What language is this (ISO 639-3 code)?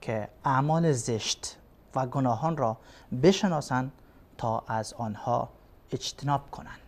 fas